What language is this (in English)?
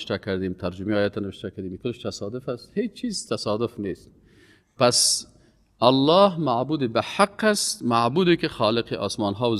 Persian